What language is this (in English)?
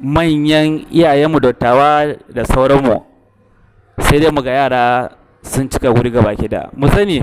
Hausa